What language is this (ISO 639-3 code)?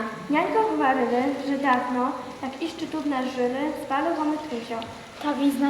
rue